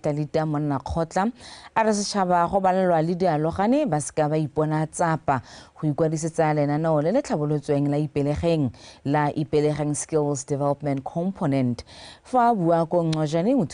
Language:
Tswana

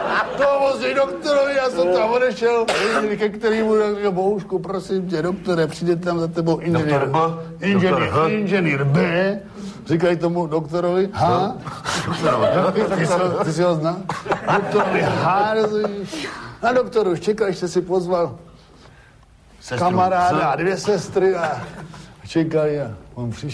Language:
Czech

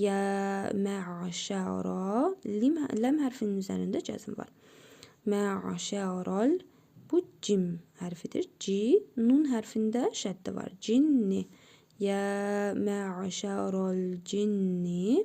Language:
Azerbaijani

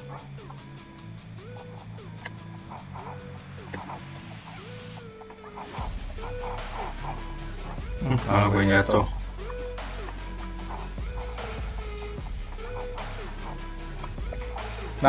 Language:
Indonesian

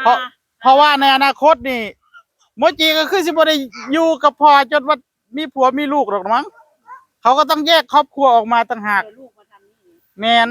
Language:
Northeastern Thai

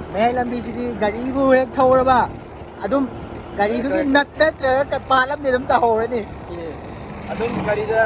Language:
Manipuri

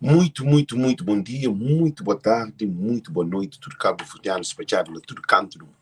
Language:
Kabuverdianu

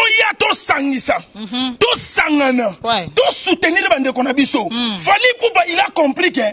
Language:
Lingala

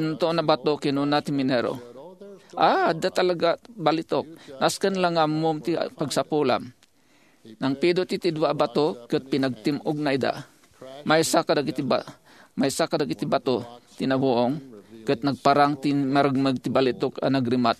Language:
Iloko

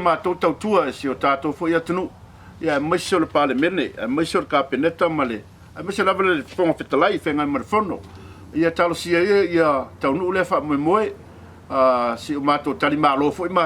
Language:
Samoan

